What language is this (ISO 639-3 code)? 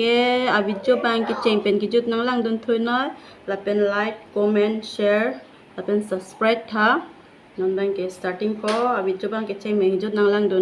mjw